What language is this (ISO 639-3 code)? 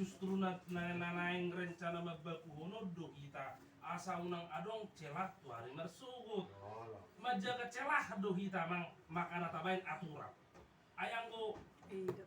bbc